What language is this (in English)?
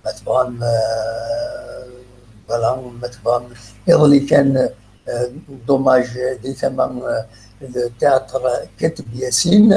Kabyle